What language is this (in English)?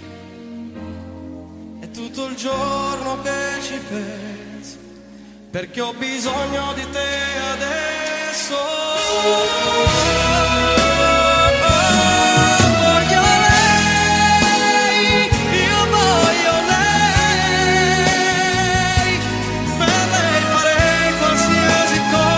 Italian